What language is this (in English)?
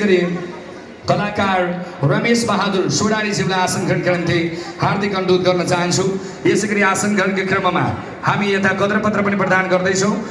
Nepali